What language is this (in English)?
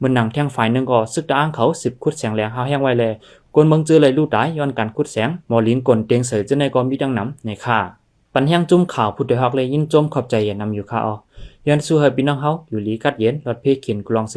Shan